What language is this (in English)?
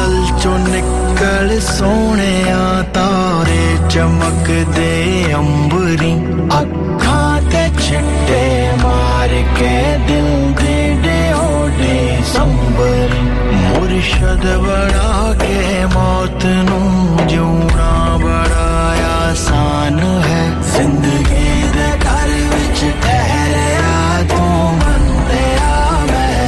Punjabi